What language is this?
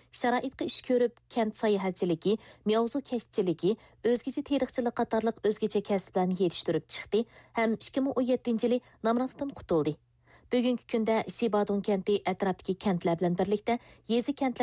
Uyghur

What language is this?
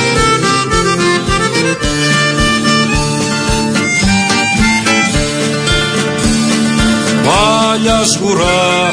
Greek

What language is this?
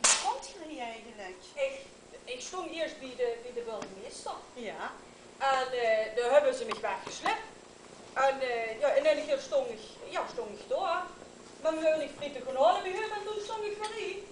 Limburgish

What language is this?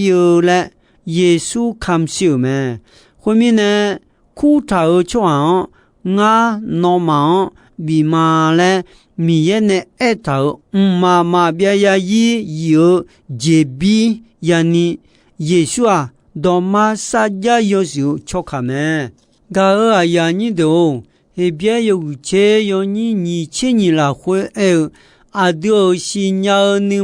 Akha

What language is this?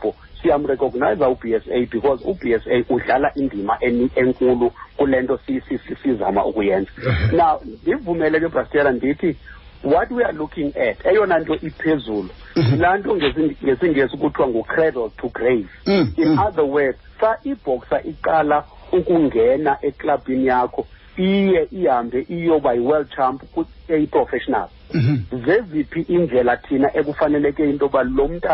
Xhosa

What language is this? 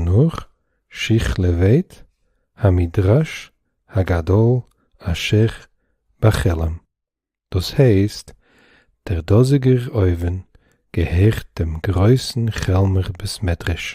Yiddish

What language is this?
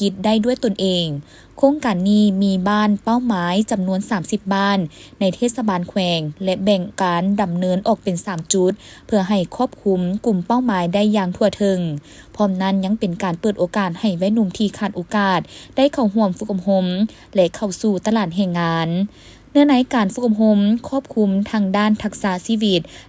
Lao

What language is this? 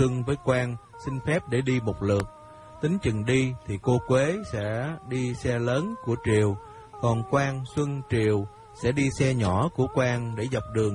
Vietnamese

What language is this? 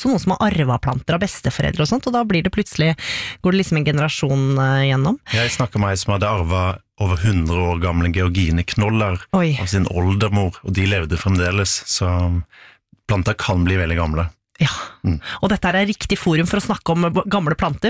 Norwegian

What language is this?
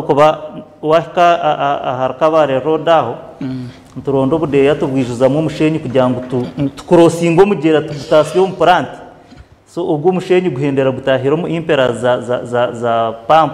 Nyankole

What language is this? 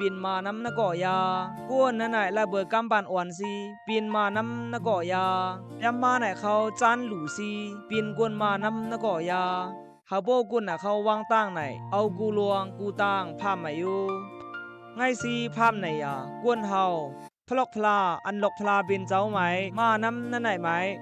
Khamti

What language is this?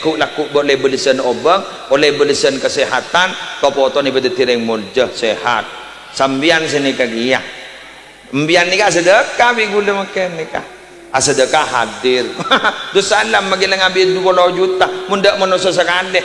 Madurese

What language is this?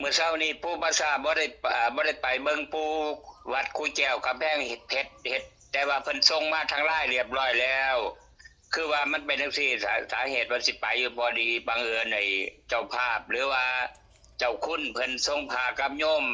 Lao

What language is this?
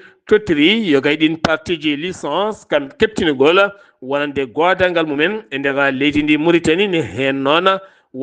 Fula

